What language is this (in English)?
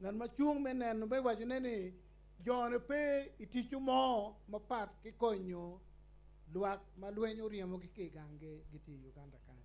Acoli